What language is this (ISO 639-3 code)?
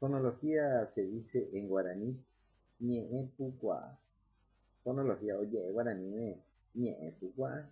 grn